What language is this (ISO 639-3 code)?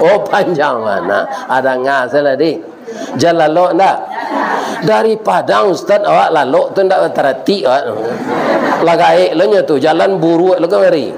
min